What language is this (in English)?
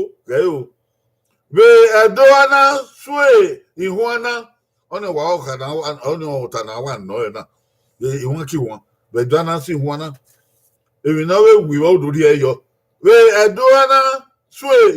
Bini